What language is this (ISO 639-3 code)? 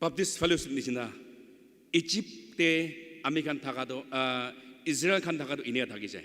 nag